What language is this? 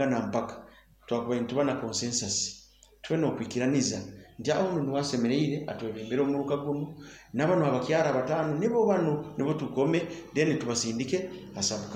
Nyoro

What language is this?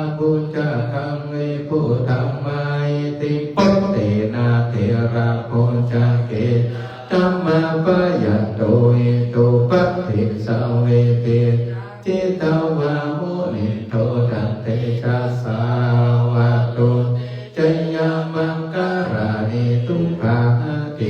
Pali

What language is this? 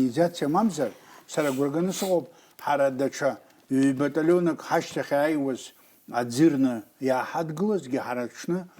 Abkhazian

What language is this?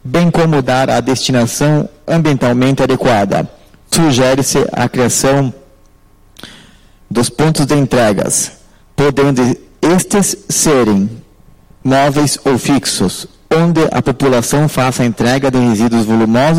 Portuguese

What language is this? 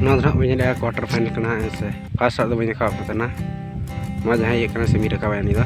Santali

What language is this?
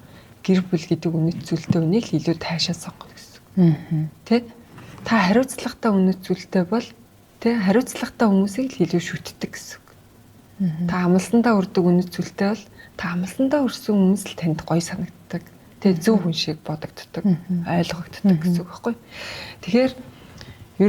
Mongolian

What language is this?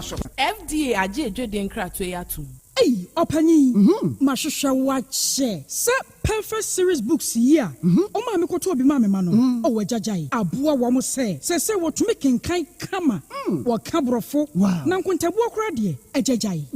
Akan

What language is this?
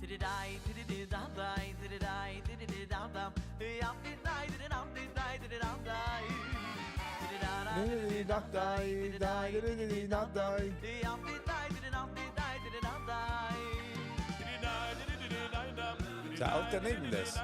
Yiddish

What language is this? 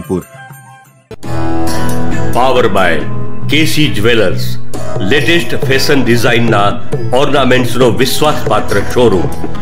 Gujarati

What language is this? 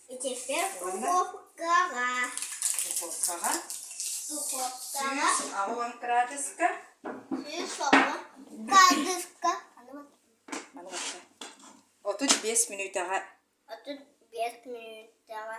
Yakut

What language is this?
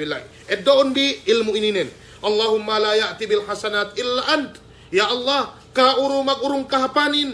Yakan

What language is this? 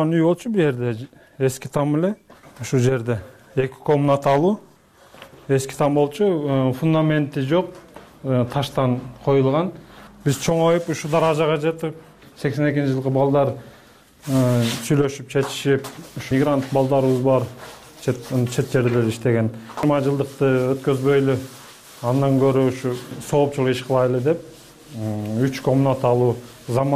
Kyrgyz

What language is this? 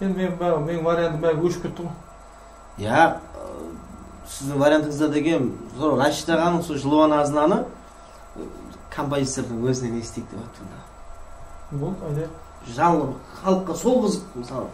Kara-Kalpak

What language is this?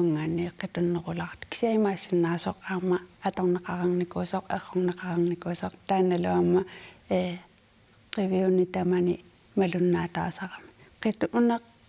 Kalaallisut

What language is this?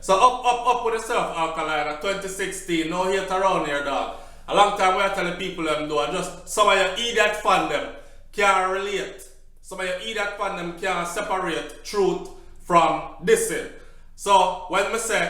Jamaican Creole English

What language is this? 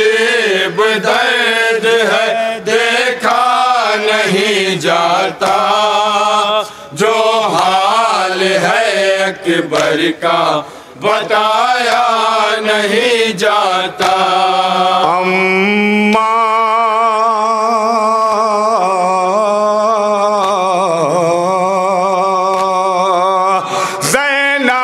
Urdu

